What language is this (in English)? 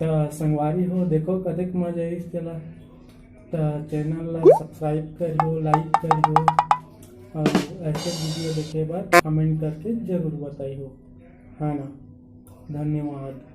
Chhattisgarhi